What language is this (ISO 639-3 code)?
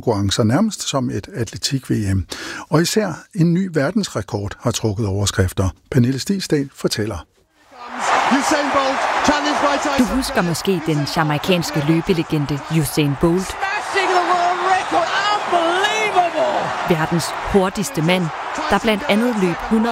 dan